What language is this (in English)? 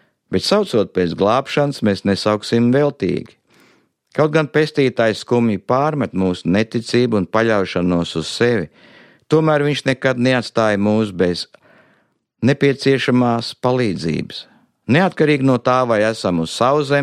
Latvian